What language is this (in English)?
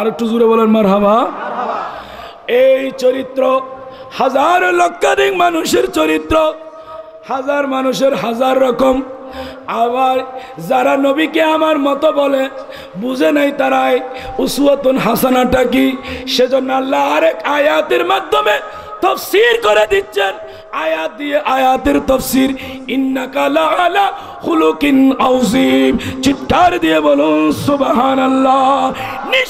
Bangla